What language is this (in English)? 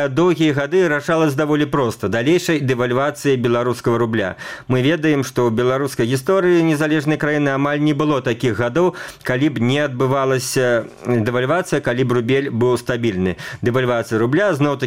Belarusian